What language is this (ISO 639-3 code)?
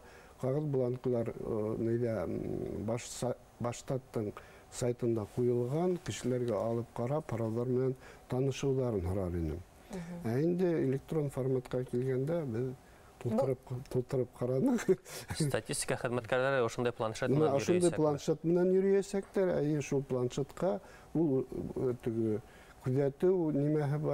bak